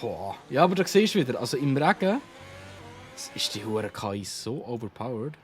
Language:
Swiss German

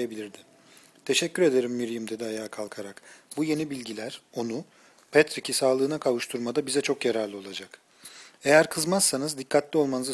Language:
Turkish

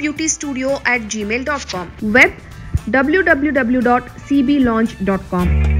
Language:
Kannada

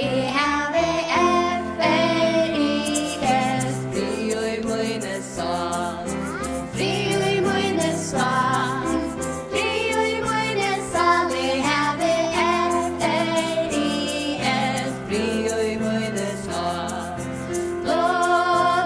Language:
Faroese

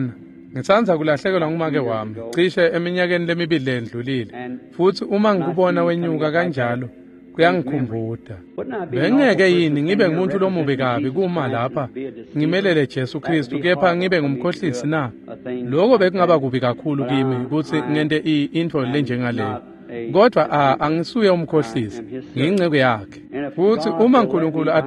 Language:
Swati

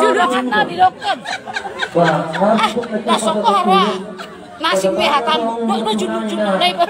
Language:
Batak Toba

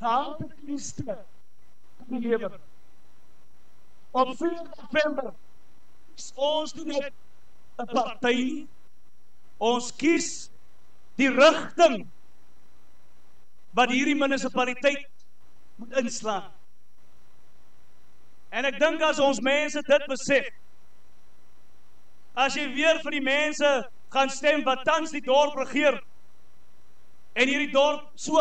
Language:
Afrikaans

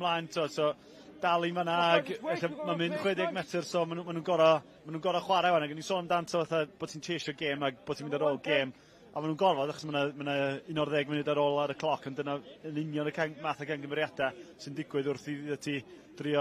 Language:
Welsh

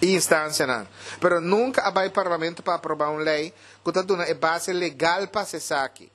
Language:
Papiamento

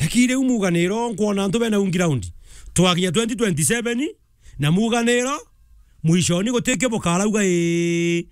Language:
Meru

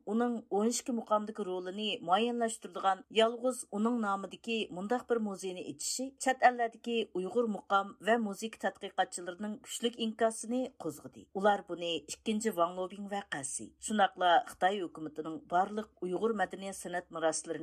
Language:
Uyghur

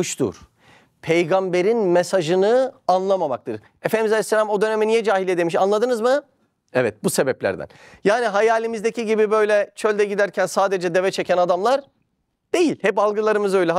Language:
Turkish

